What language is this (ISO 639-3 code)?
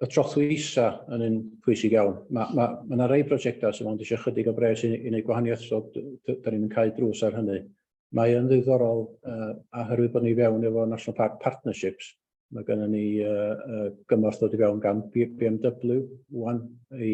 cym